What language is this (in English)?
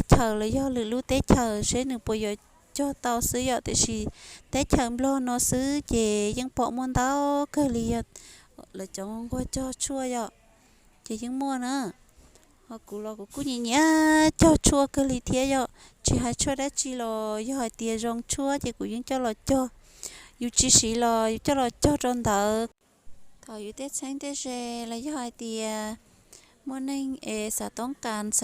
Hmong